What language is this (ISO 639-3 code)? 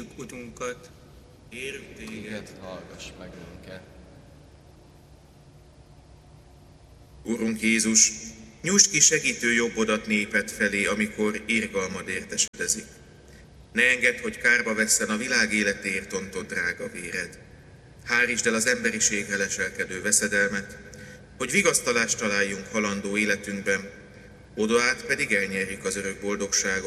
hun